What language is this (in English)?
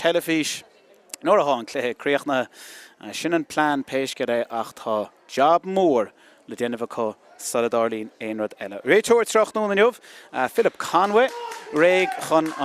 Irish